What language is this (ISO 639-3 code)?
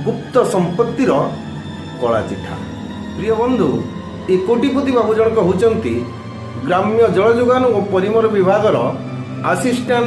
ori